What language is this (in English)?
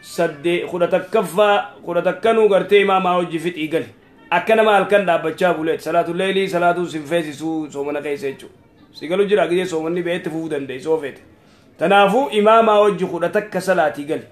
Oromo